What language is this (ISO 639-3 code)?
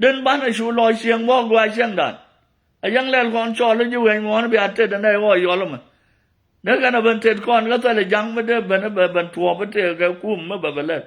nus